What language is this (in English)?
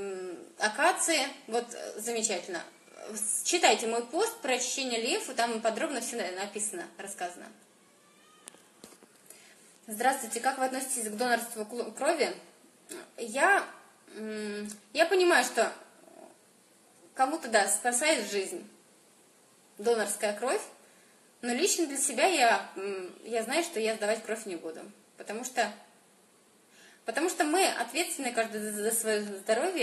Russian